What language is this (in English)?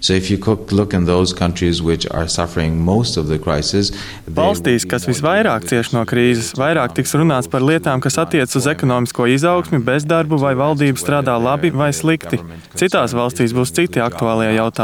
Latvian